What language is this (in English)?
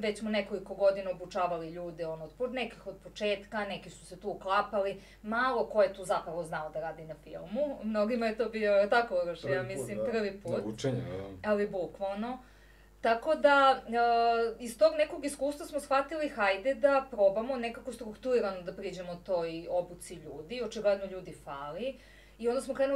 Serbian